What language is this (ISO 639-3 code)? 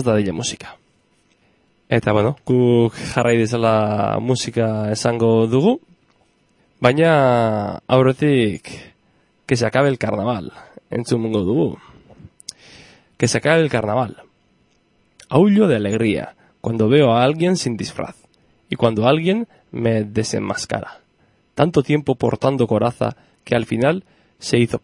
eus